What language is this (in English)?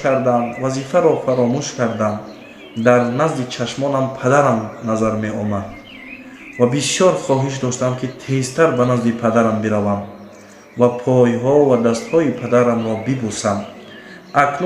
Tajik